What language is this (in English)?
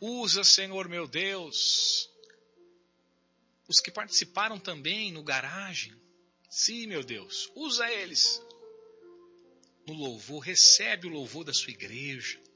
Portuguese